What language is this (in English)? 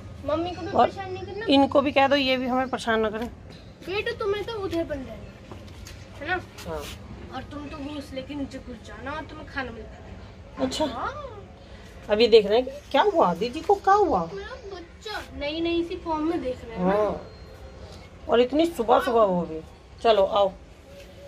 Hindi